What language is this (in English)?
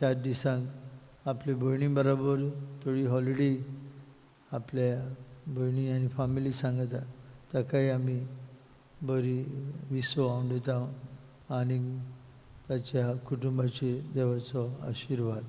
Konkani